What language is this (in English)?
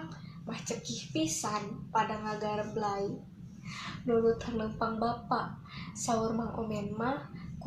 Sundanese